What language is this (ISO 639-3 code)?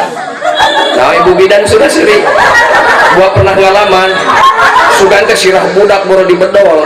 sun